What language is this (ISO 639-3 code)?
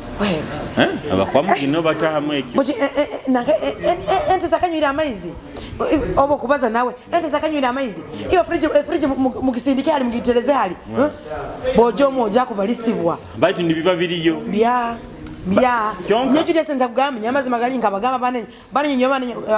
nyo